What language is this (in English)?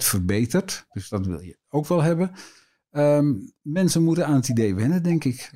Dutch